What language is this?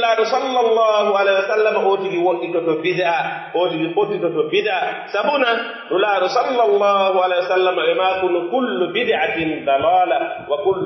Pular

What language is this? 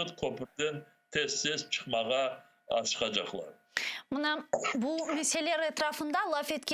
Crimean Tatar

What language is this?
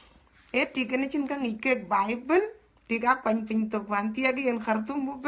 Dinka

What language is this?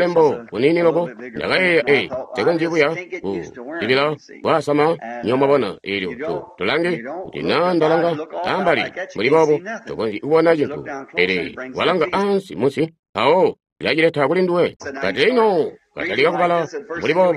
Tonga (Zambia)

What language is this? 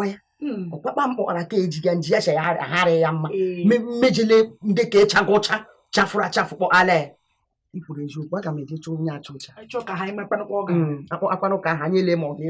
Igbo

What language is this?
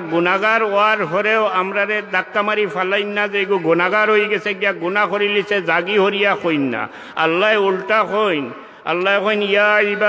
Sylheti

